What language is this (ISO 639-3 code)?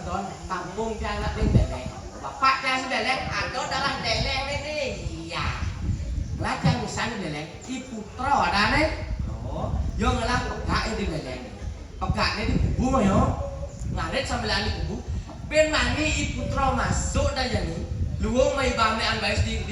ban